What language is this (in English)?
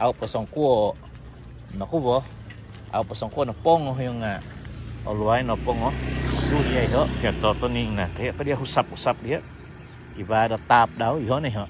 Central Dusun